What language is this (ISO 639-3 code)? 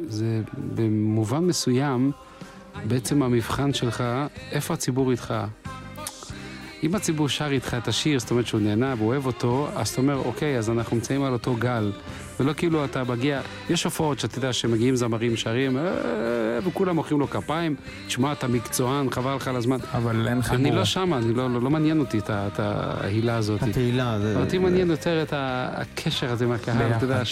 heb